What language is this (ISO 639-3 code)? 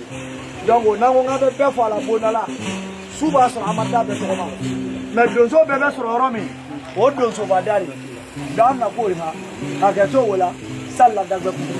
bam